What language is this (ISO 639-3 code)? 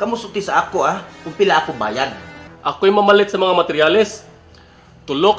ceb